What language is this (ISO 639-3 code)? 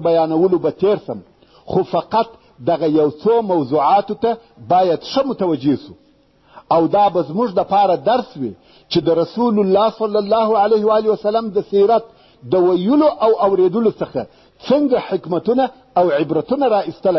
pus